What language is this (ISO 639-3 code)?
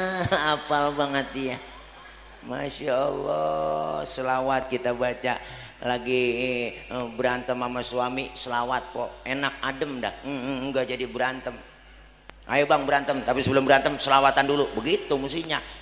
bew